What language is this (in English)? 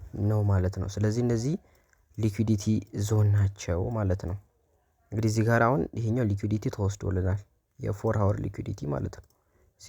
Amharic